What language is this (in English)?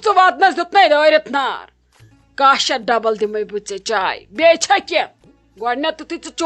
Kashmiri